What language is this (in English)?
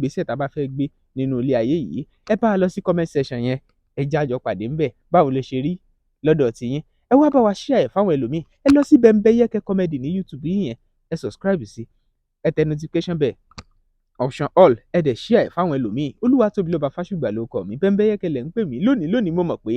Yoruba